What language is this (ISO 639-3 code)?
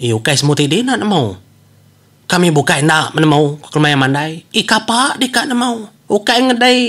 iba